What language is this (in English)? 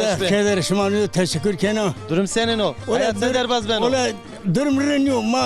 Zaza